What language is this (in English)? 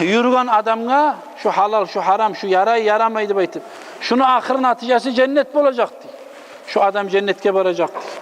Kumyk